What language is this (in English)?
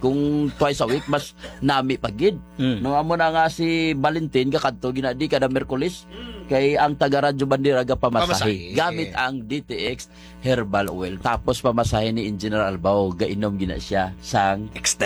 Hiligaynon